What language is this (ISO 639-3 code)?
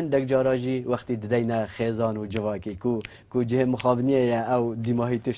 kur